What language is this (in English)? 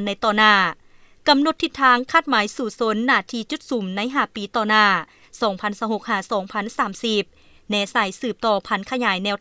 Lao